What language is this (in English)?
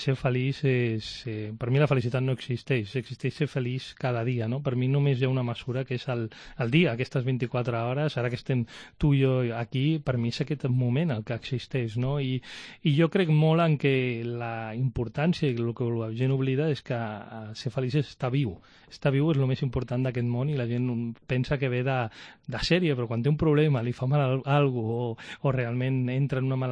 Catalan